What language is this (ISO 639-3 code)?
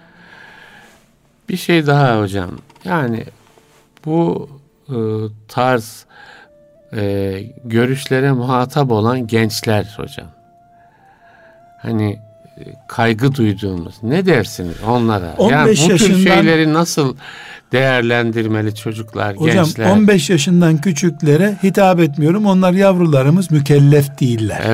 tur